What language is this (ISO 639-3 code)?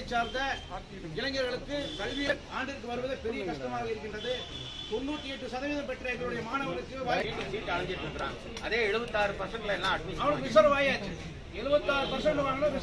tam